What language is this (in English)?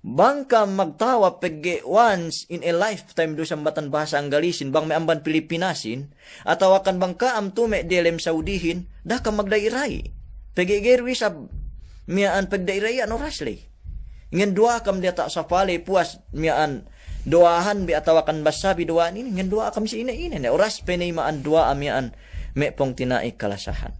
Yakan